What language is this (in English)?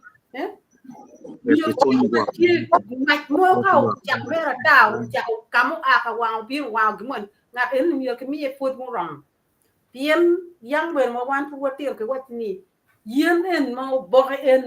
Acoli